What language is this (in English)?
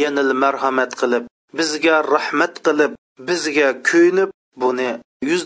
Uyghur